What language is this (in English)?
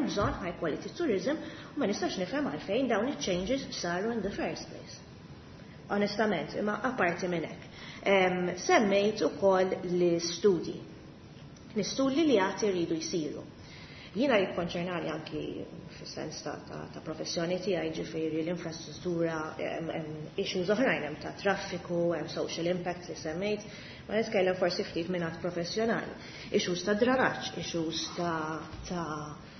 Maltese